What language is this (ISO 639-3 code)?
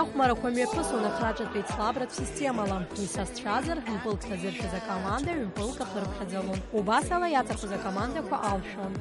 abk